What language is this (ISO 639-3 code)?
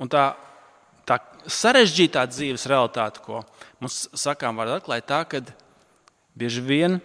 lav